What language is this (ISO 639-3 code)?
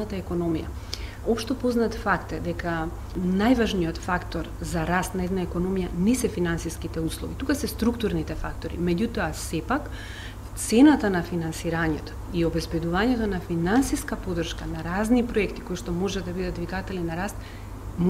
mkd